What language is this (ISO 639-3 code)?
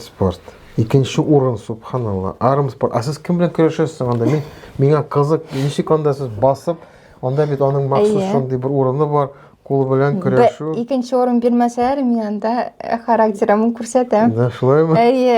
tat